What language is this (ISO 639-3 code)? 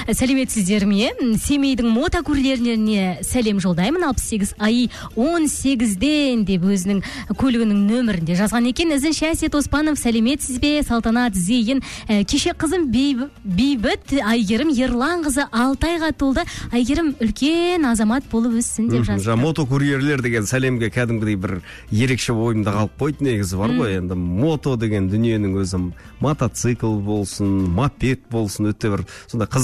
kaz